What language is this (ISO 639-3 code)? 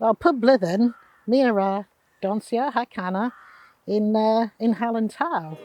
cor